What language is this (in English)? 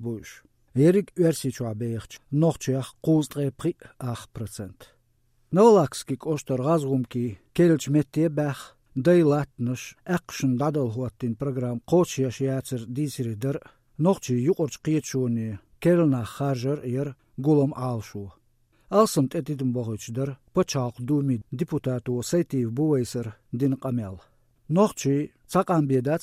Chechen